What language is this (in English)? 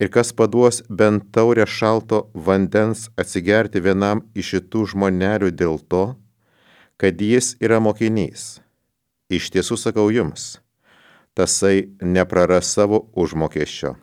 Lithuanian